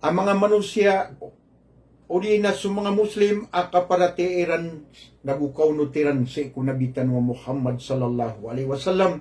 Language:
Maranao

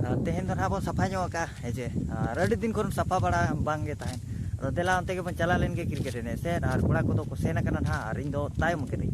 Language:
Santali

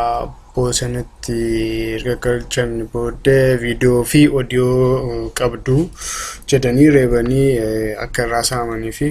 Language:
Oromo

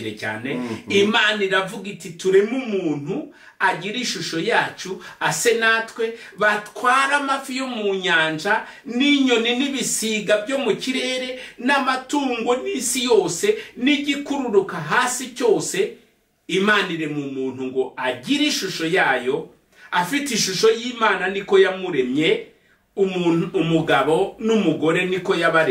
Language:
Kinyarwanda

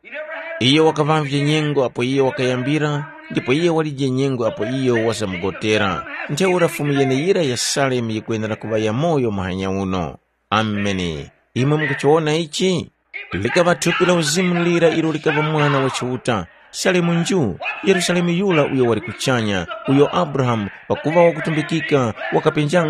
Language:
Tumbuka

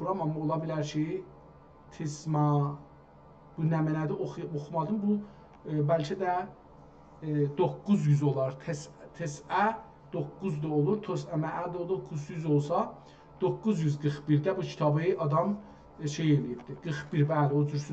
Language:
South Azerbaijani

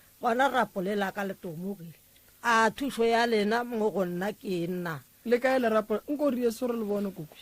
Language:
Northern Sotho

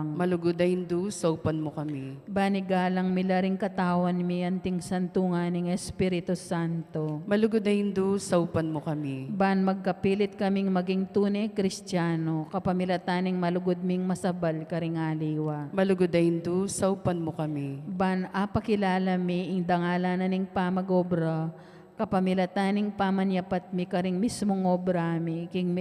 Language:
Pampanga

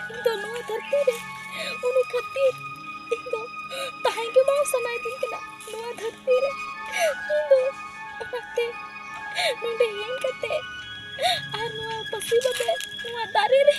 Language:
Santali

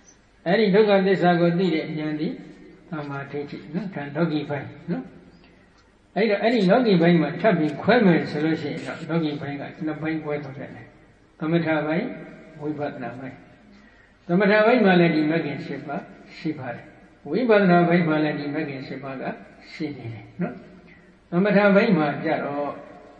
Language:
Burmese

